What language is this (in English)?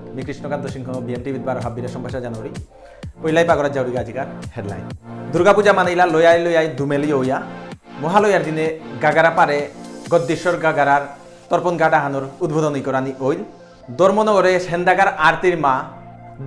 Bishnupriya